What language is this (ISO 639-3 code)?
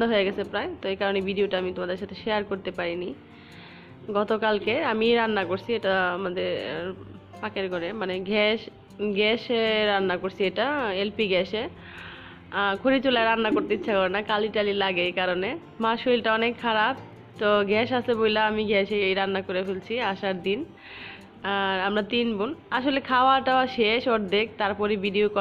ben